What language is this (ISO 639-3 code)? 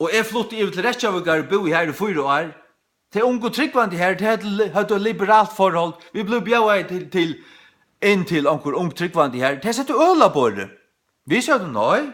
fao